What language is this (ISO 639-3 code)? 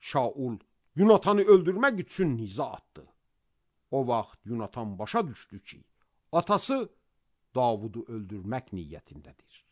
aze